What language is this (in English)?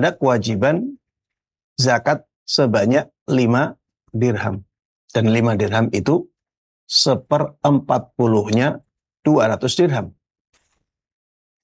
Indonesian